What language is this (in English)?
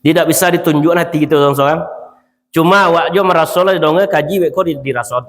Minangkabau